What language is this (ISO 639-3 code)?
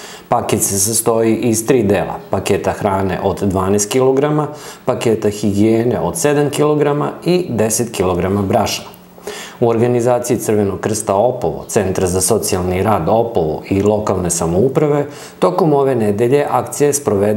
srp